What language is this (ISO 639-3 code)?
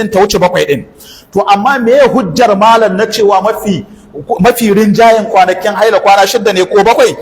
hau